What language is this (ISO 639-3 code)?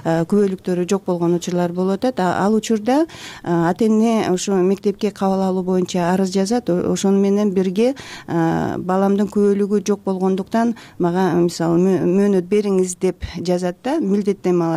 kir